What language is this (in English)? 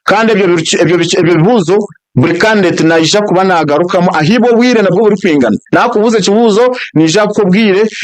Nyankole